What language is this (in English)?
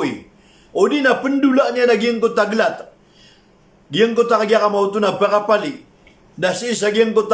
Maranao